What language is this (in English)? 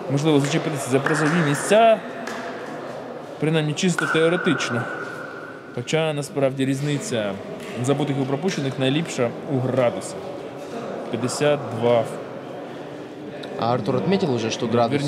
Ukrainian